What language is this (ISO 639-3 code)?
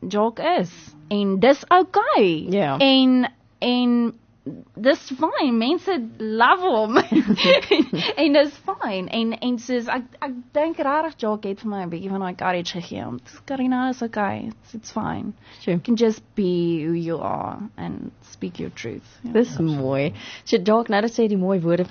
afr